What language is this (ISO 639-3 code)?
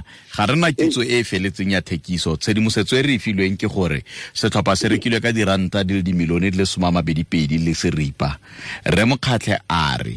tsn